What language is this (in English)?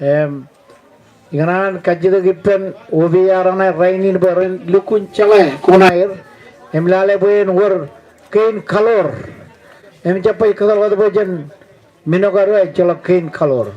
Marshallese